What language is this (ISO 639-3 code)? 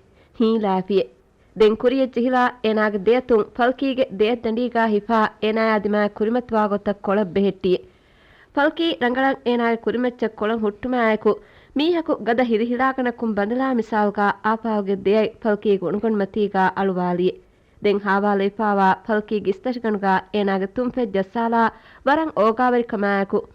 div